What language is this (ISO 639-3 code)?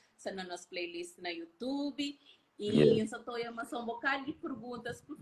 kea